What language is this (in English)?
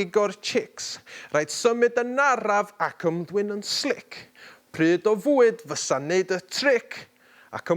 Welsh